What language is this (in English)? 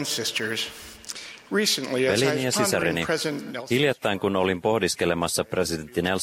Finnish